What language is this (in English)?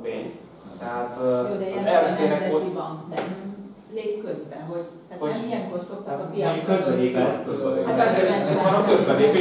Hungarian